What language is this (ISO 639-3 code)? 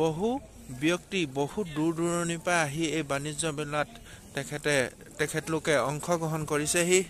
asm